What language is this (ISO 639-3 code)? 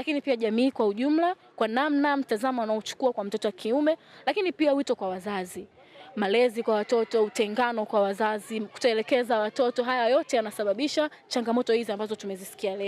swa